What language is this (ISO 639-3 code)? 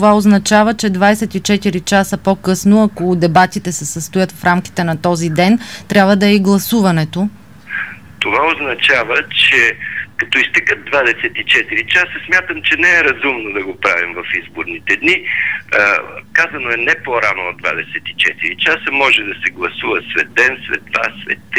bul